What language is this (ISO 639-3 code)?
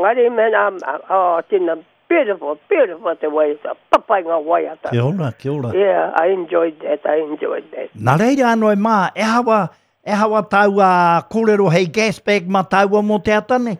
mri